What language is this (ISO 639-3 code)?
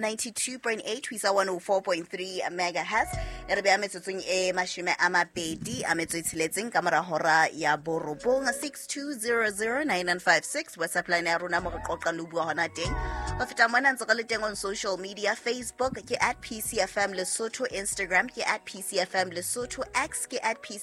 sot